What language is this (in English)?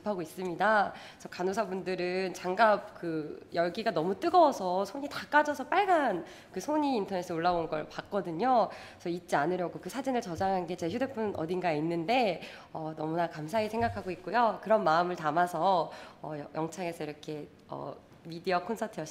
Korean